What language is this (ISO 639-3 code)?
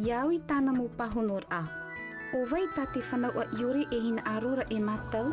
tah